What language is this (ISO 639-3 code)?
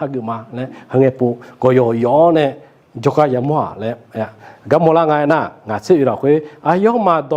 ahk